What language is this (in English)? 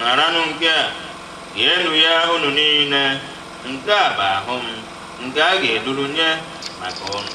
Igbo